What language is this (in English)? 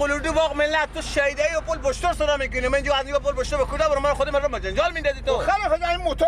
Persian